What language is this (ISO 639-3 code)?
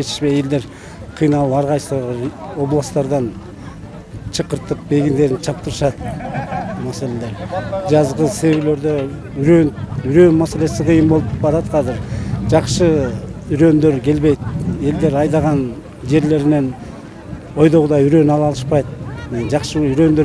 kir